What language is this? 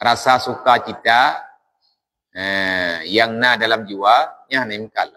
Achinese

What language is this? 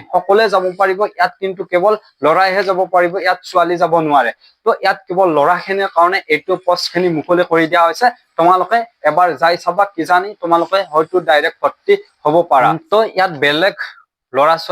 Assamese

